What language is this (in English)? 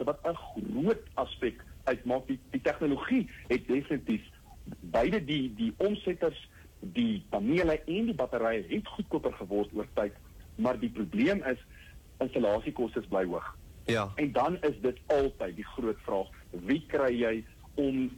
Afrikaans